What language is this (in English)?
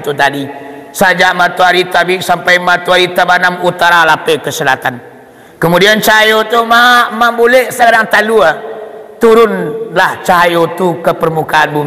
Minangkabau